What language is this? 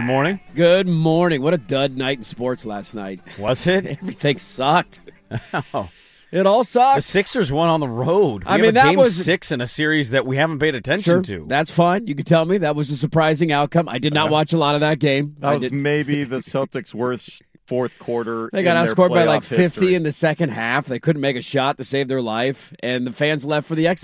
English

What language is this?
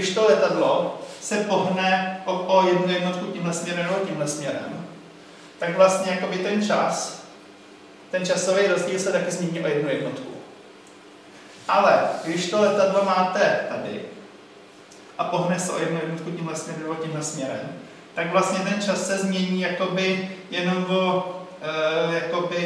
Czech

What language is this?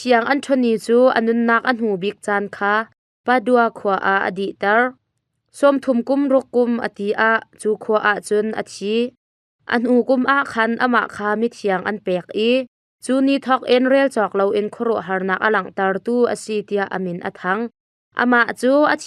Hakha Chin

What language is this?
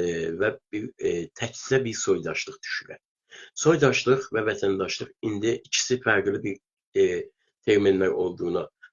South Azerbaijani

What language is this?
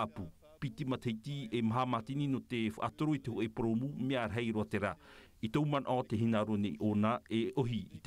Tahitian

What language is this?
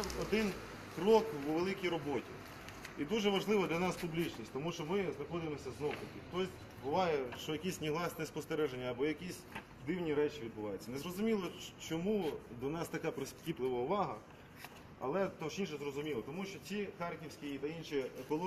Ukrainian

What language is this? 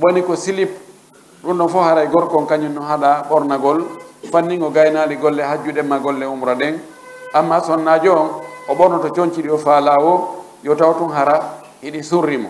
Fula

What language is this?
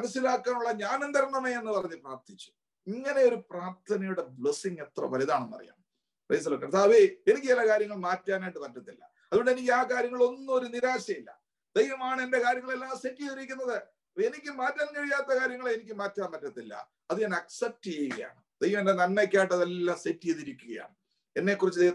Malayalam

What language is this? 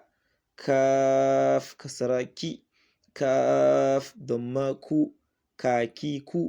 Hausa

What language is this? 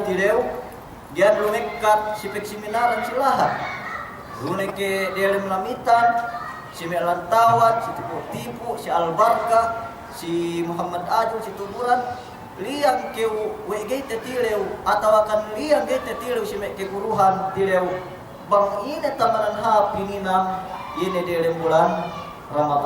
Yakan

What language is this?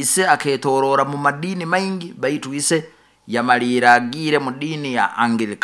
Nyoro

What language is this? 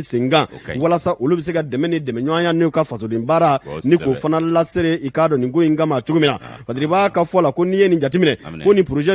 Bambara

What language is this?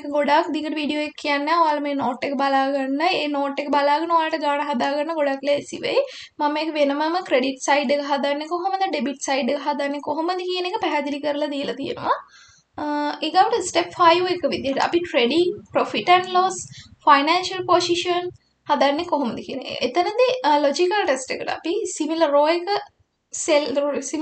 Sinhala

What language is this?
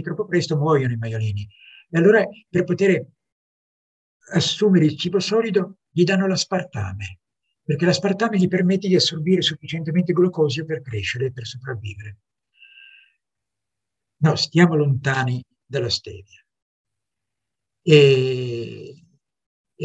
Italian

